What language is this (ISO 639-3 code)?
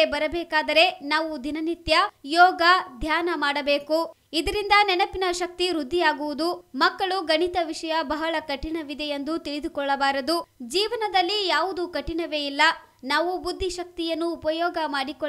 kan